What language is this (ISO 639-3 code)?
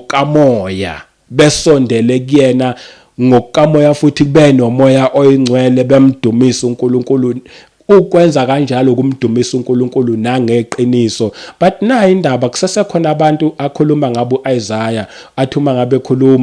zul